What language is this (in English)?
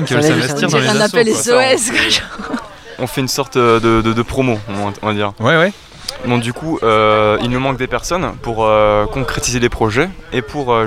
French